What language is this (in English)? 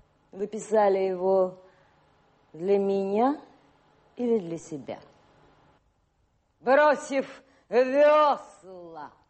Russian